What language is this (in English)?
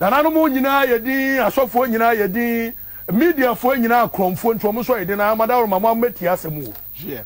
Akan